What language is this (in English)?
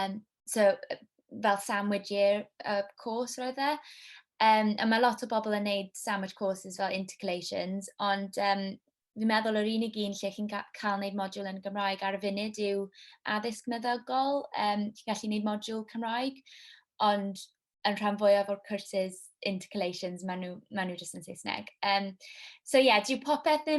Welsh